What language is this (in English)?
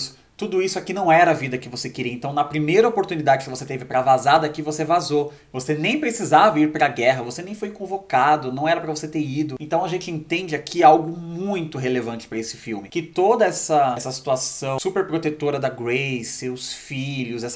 Portuguese